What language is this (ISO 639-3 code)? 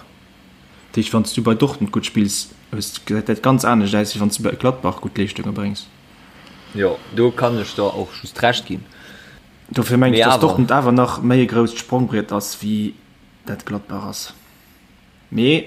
ltz